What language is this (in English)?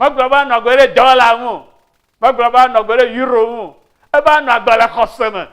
Ewe